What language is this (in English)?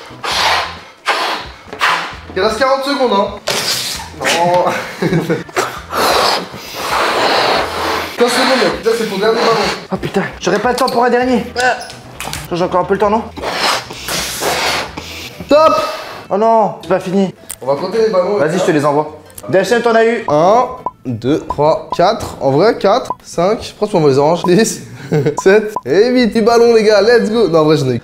French